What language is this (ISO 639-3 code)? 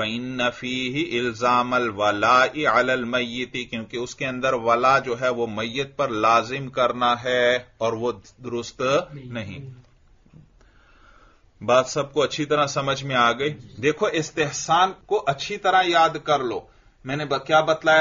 urd